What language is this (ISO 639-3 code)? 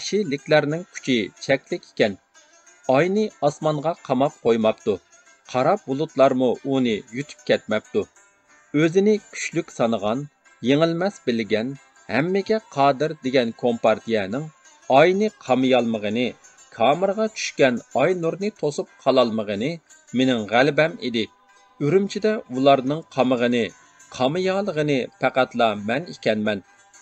uig